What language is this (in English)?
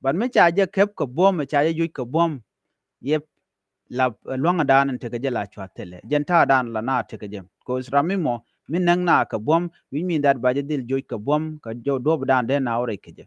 Nuer